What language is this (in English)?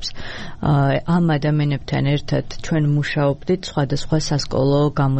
Georgian